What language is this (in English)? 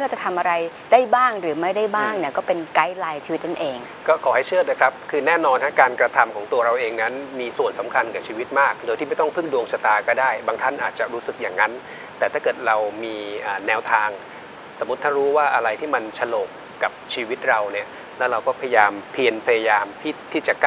Thai